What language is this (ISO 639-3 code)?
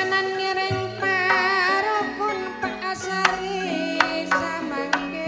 mad